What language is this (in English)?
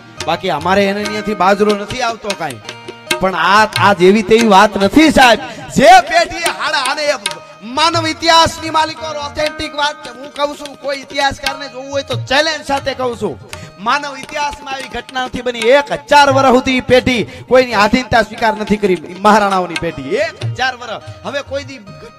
Gujarati